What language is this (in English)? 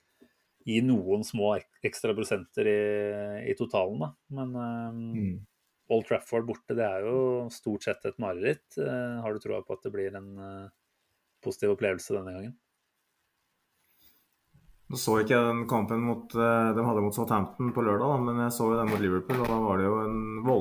Norwegian